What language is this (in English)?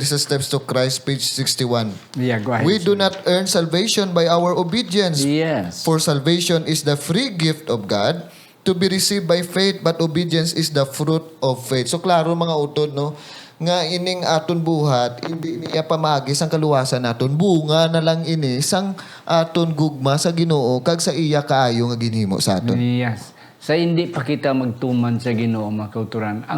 Hiligaynon